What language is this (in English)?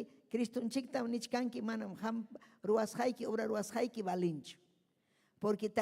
Ayacucho Quechua